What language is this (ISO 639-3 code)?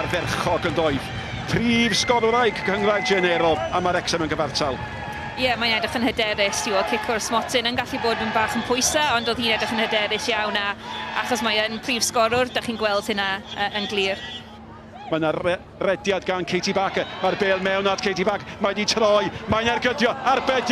cym